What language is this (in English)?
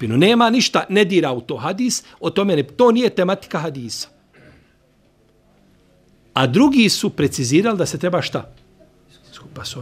Bosnian